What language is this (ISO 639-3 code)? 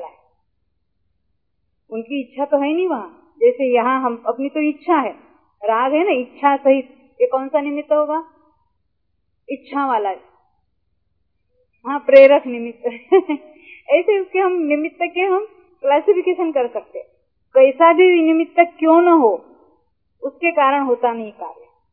hin